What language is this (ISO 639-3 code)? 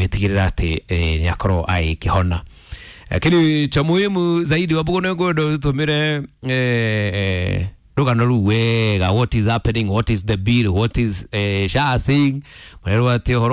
kik